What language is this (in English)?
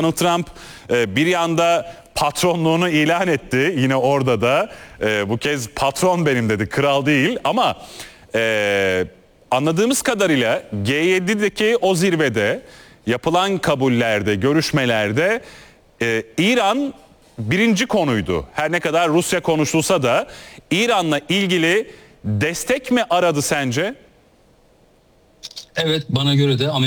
Turkish